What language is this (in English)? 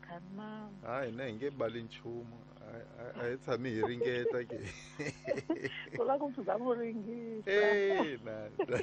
Tsonga